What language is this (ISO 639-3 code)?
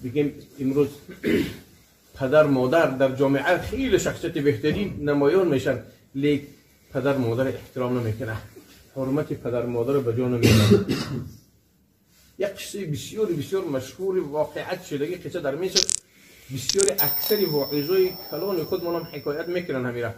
tgk